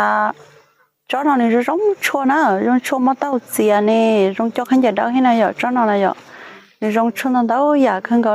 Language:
Hmong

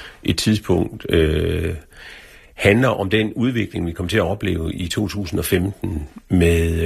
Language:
Danish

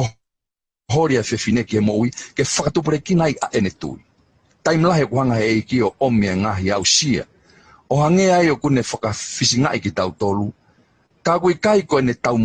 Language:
Tongan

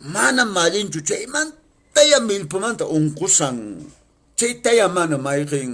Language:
Quechua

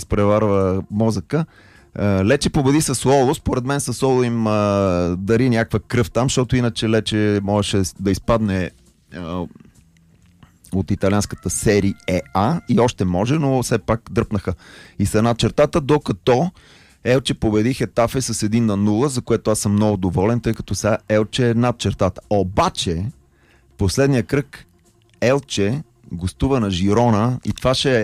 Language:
Bulgarian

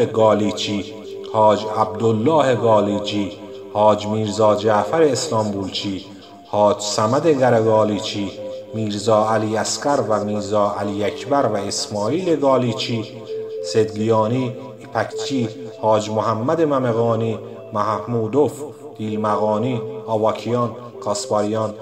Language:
Persian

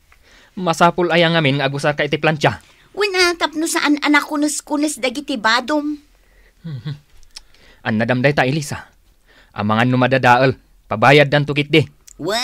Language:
Iloko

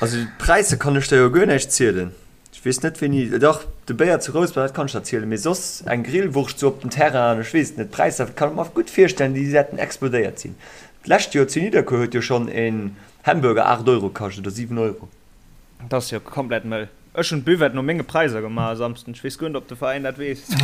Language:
Luxembourgish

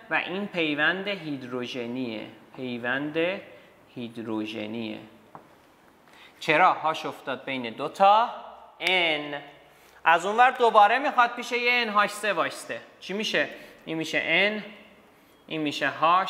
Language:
Persian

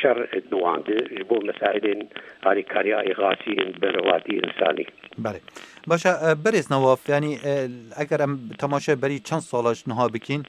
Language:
Kurdish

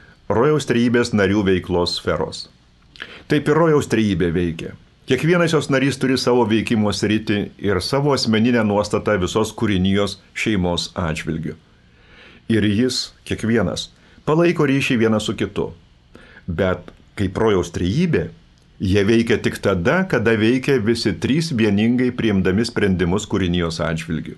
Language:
Lithuanian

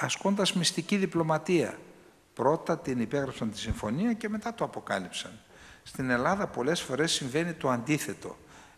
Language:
Greek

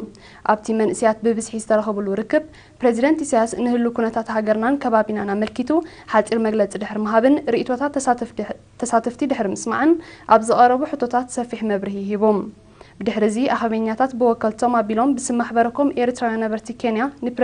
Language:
Tigrinya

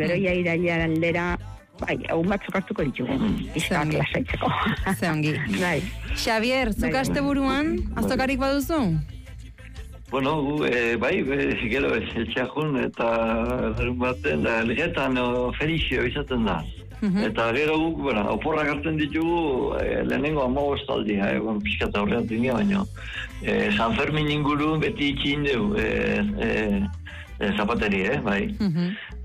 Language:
Basque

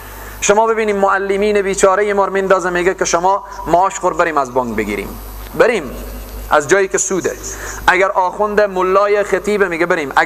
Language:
Persian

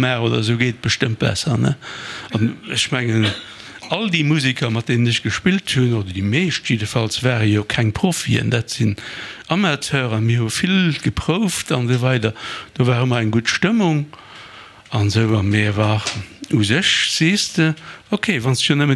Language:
Luxembourgish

